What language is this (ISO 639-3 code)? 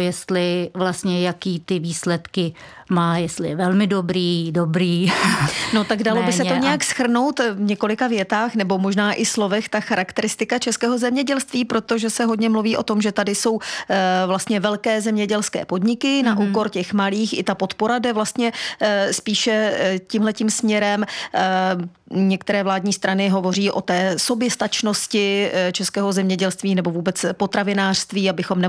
ces